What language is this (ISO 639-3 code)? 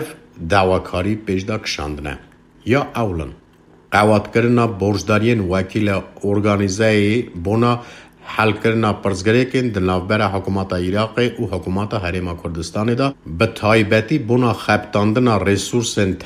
kur